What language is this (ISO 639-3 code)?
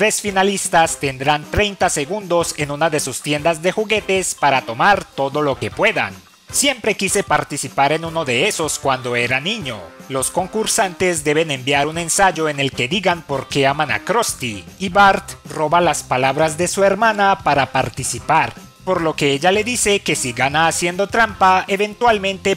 spa